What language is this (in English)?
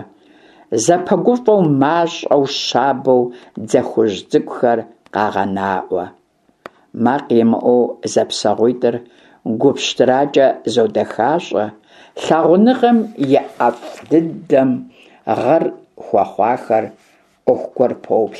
Kabardian